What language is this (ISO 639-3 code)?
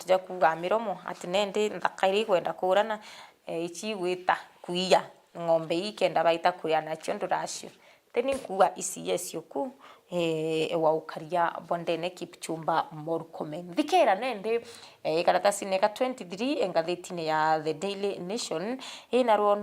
mer